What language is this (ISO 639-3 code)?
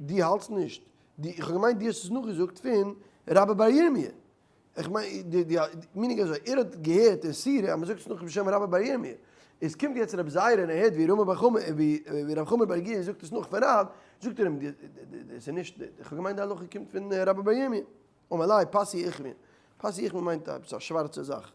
yid